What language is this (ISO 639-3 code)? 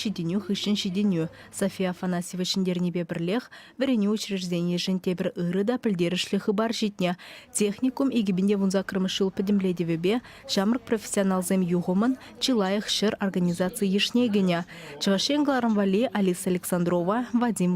chv